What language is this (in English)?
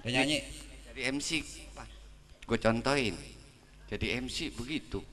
Betawi